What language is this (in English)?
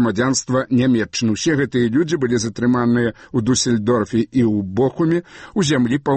Belarusian